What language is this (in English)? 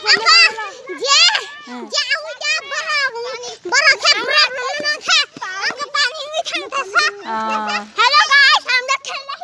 Kok Borok